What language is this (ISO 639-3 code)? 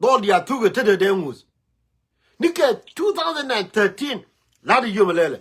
nus